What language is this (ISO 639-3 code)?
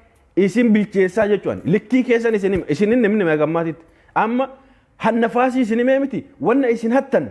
orm